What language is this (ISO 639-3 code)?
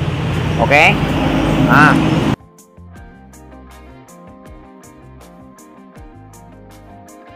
ind